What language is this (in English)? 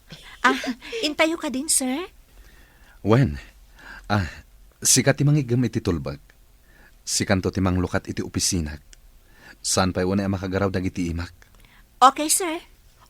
Iloko